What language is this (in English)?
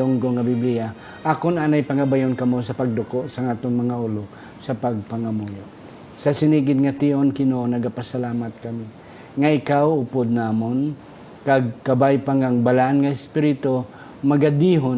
Hiligaynon